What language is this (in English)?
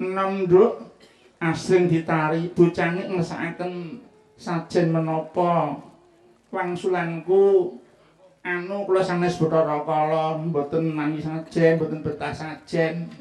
Javanese